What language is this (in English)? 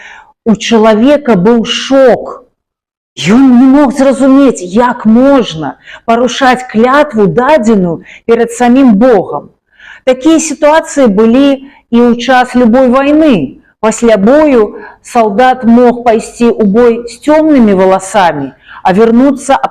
Belarusian